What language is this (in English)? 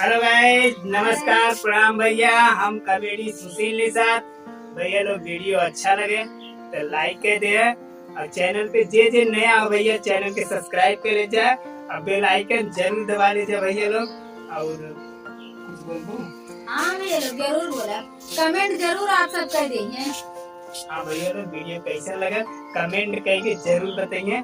Awadhi